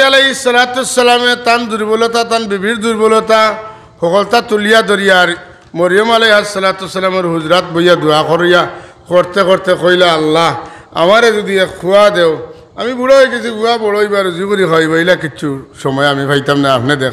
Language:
Sylheti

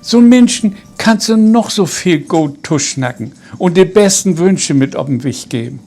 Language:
Low German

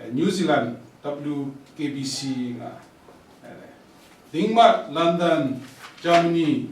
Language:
Kachin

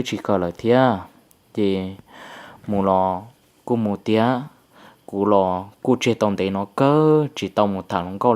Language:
Hmong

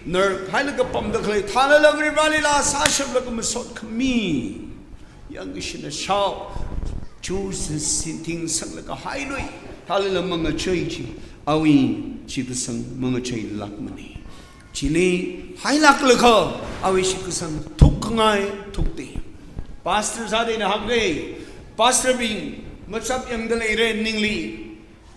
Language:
Tangkhul Naga (India)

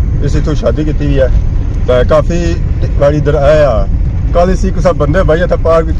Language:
Pahari-Potwari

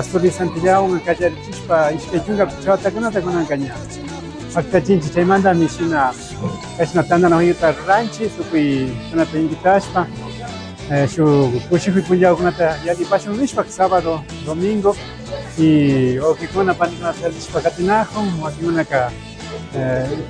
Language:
Imbabura Highland Quichua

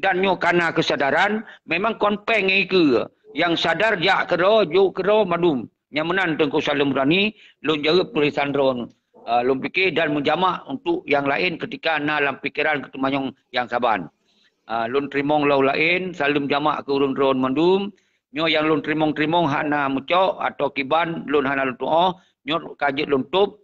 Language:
Achinese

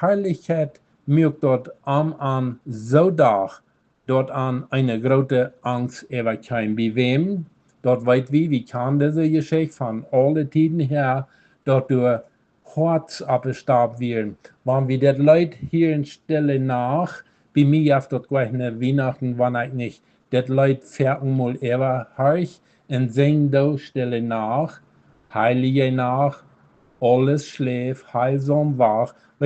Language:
Plautdietsch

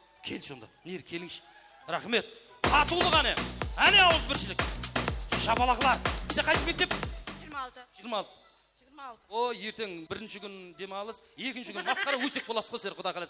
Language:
Kara-Kalpak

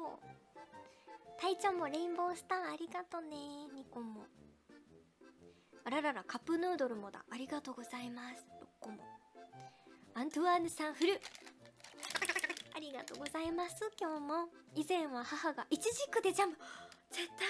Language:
Japanese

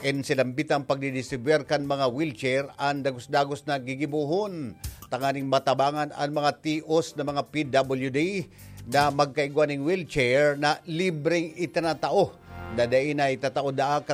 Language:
Bikol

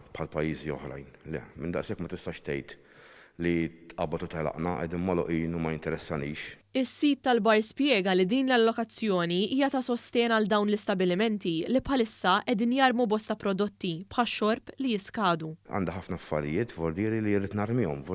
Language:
Maltese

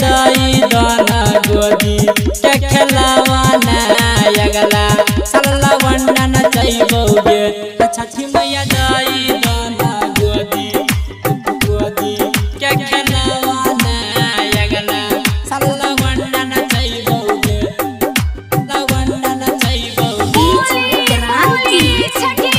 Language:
Maithili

